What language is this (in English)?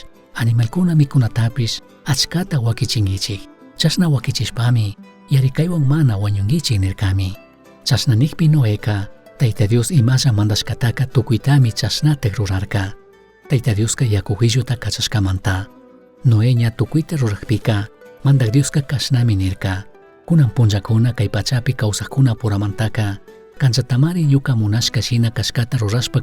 Chimborazo Highland Quichua